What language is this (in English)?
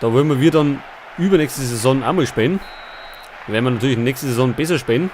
Bavarian